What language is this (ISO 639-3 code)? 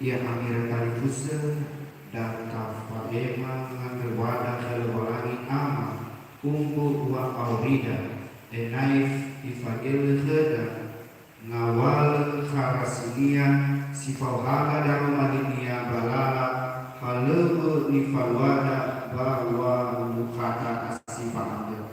nia